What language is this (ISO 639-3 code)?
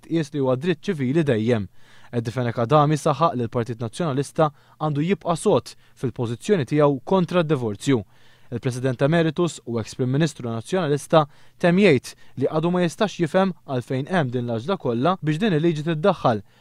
mlt